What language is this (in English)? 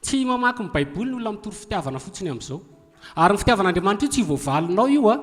Malagasy